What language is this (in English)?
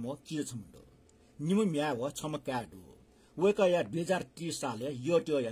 Newari